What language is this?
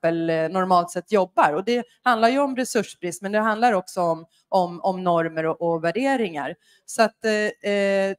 Swedish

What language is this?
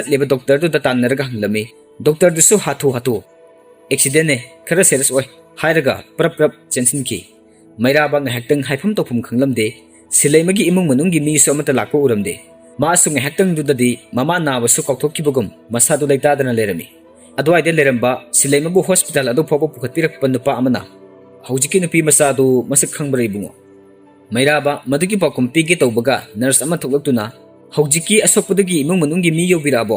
Manipuri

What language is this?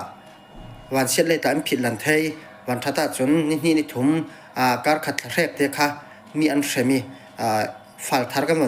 Falam Chin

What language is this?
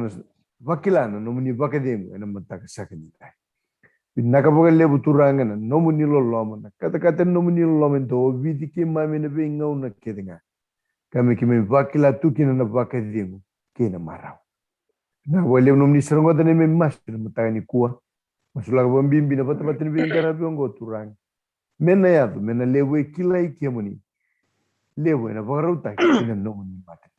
Fijian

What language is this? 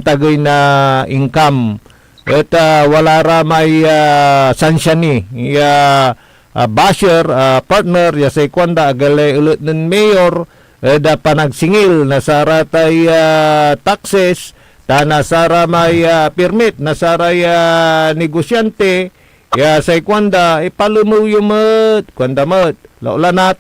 Pangasinan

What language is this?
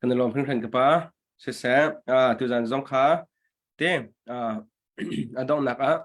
Hakha Chin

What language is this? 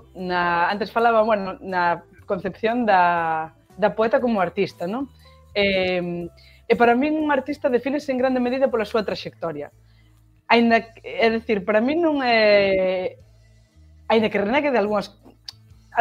Galician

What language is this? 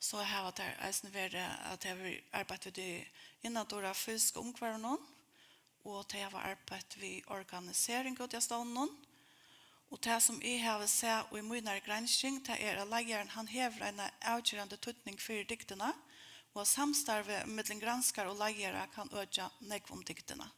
Faroese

